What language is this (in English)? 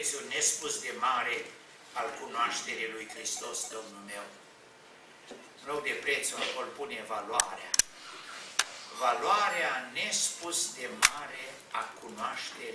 Romanian